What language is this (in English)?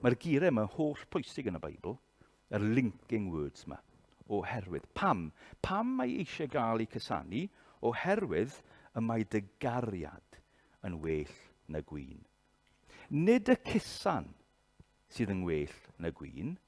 Welsh